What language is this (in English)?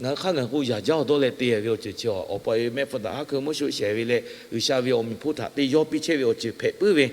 Lahu